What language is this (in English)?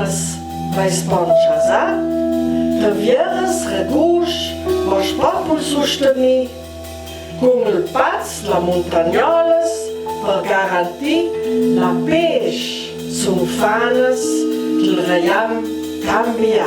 Ladin